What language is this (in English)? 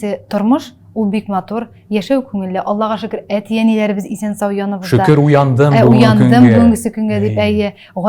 Tatar